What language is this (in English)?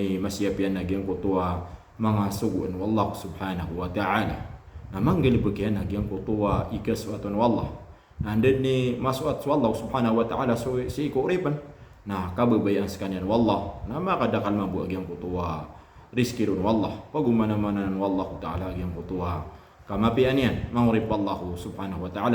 Maranao